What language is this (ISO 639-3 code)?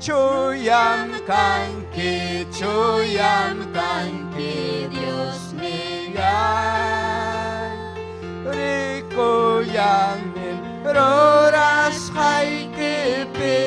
quy